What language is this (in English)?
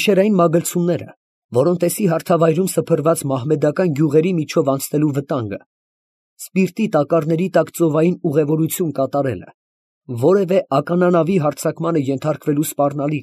Armenian